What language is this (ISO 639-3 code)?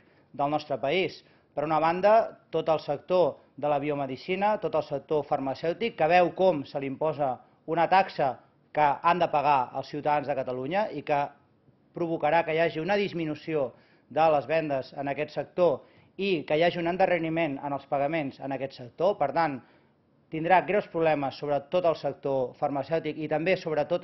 cat